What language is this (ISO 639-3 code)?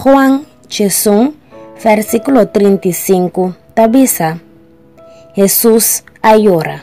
pap